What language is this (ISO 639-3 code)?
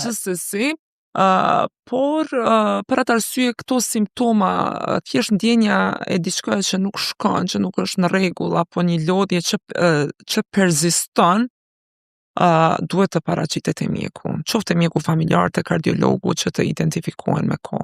sqi